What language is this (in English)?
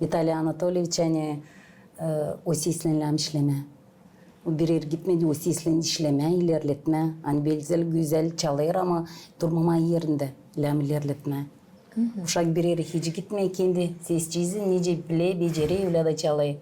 Gagauz